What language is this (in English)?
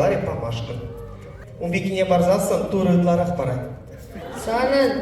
Chuvash